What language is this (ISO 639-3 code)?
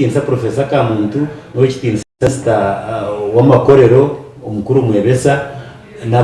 nyn